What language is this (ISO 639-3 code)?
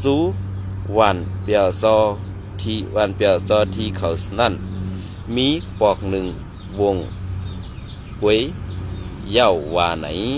shn